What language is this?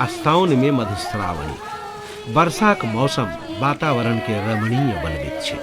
Maithili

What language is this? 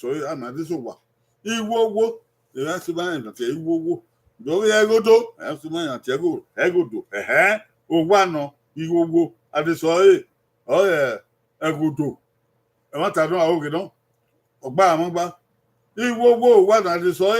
Bini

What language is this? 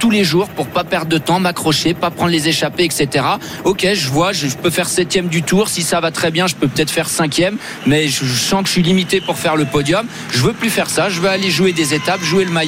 French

